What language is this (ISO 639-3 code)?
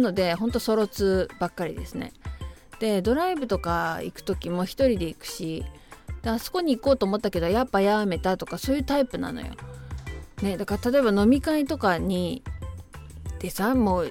jpn